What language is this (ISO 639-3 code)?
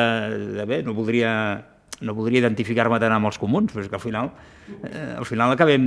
cat